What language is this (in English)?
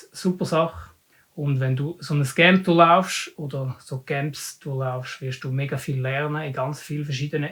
Swiss German